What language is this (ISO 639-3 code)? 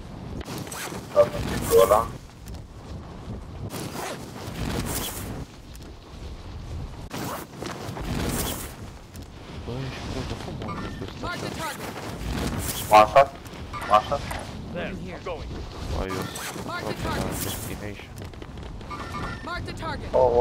ron